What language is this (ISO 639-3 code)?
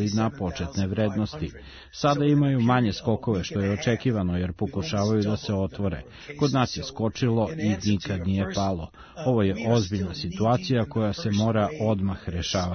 srp